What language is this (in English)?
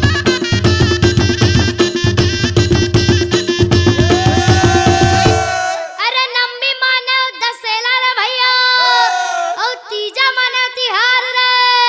Chhattisgarhi